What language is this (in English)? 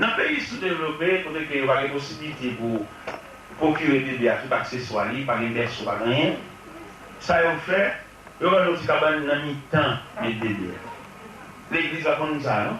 Haitian Creole